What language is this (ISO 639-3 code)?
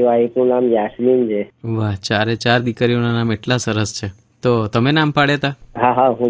guj